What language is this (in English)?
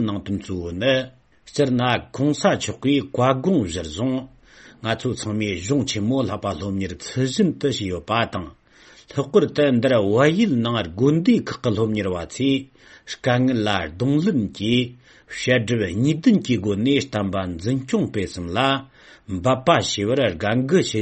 Tibetan